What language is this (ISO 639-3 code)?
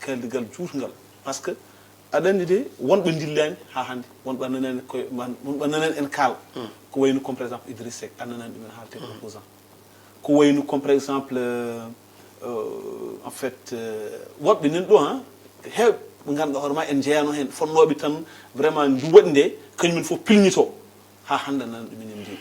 ful